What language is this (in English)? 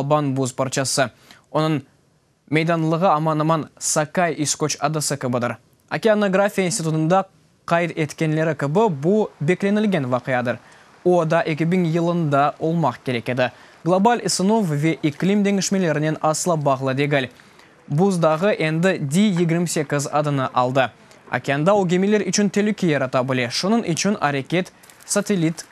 Crimean Tatar